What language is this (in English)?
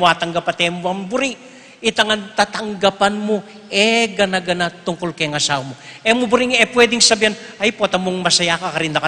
Pampanga